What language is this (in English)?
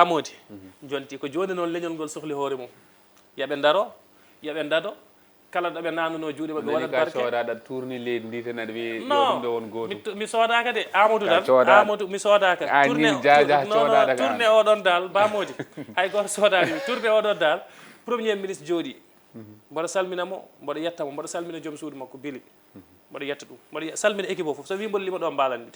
Fula